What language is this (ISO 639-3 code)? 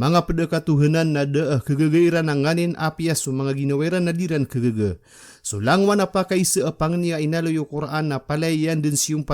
mrw